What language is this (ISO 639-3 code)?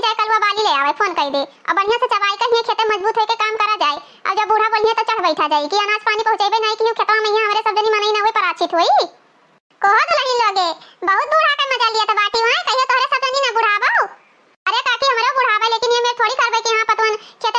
awa